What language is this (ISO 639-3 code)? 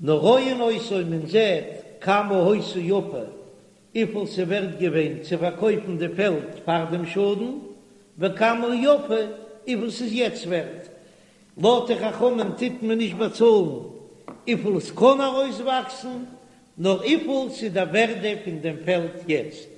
yid